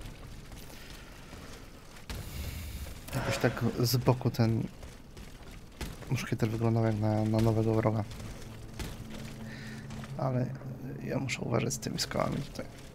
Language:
Polish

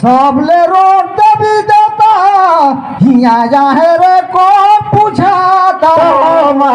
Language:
Surgujia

